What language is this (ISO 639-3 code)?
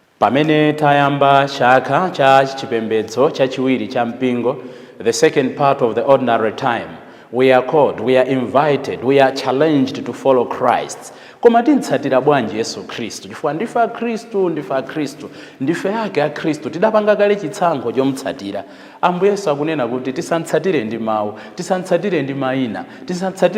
nya